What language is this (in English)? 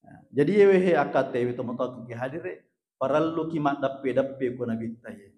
Buginese